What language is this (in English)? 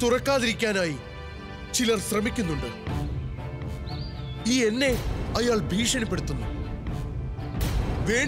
Malayalam